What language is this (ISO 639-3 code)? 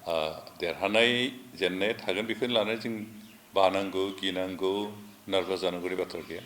brx